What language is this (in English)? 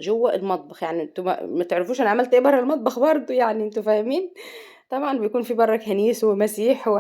Egyptian Arabic